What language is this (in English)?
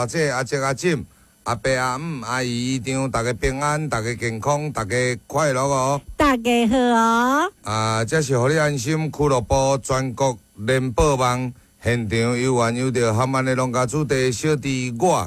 Min Nan Chinese